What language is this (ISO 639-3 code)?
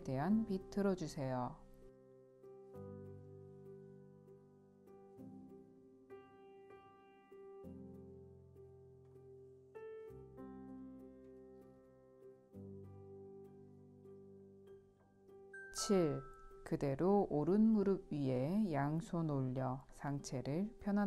kor